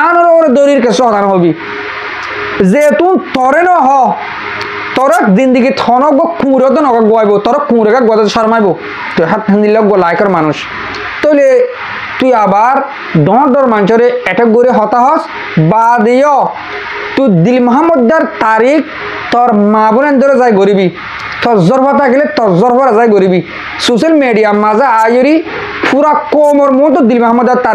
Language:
Rohingya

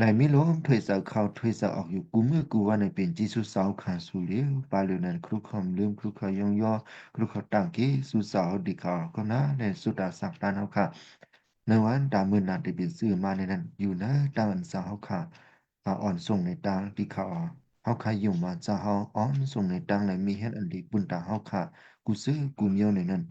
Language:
Shan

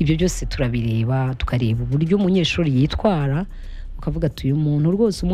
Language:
Kinyarwanda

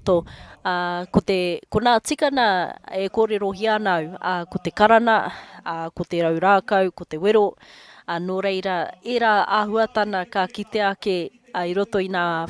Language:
Māori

